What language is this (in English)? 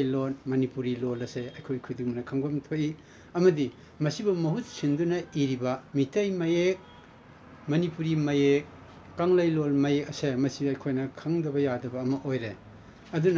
Manipuri